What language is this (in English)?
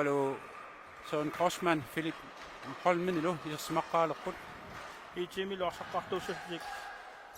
Kalaallisut